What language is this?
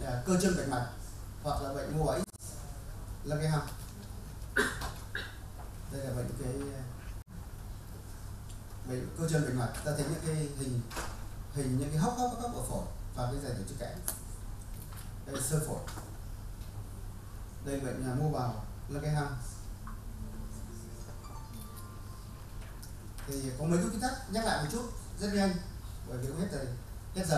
Vietnamese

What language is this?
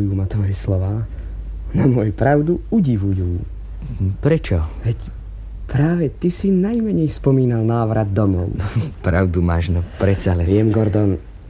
Slovak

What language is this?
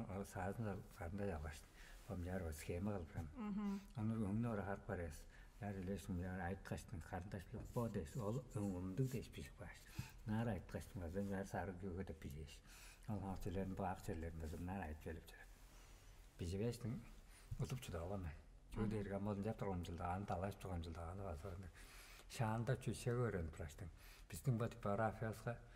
Tuvinian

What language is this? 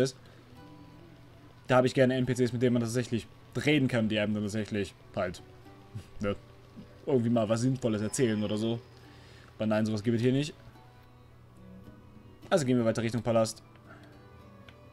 German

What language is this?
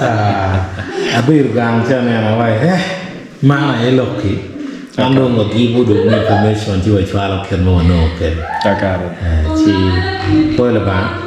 Acoli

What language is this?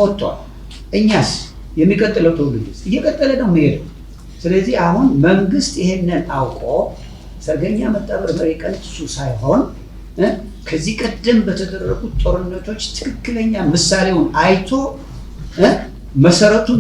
Amharic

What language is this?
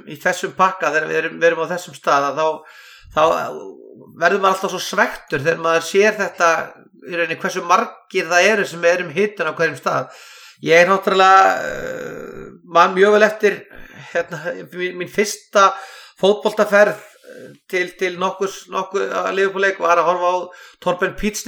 Icelandic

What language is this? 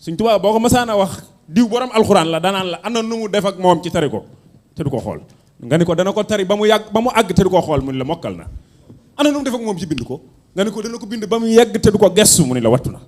Wolof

